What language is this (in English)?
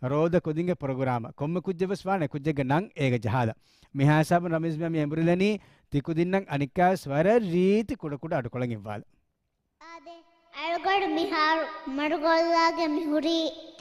Divehi